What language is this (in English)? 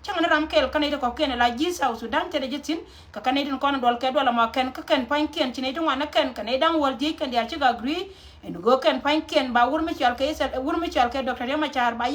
Nuer